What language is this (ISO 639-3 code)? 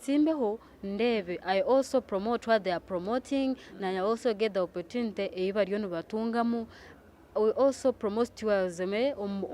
nyn